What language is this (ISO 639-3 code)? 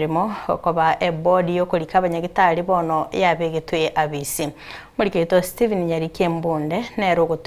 guz